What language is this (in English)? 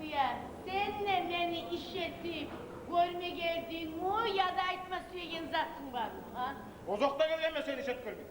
Kumyk